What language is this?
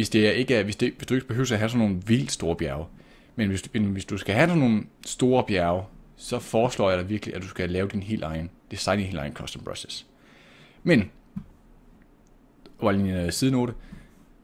Danish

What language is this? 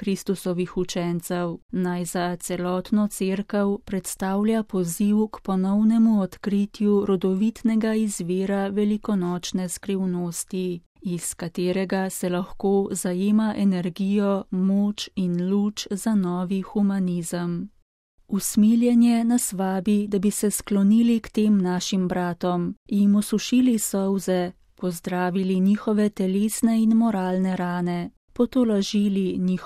Slovenian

